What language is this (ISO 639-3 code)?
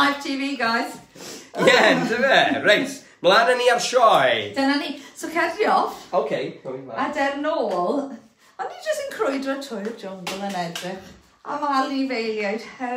cym